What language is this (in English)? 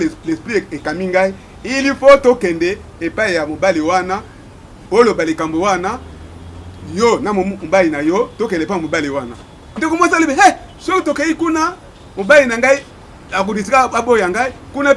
Lingala